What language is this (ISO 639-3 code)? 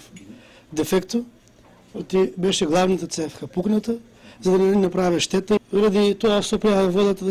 mkd